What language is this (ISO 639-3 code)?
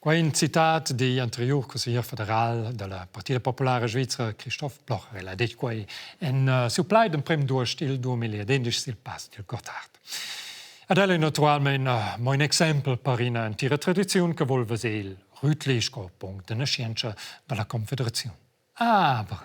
roh